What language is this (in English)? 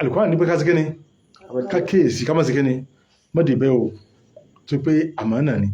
Yoruba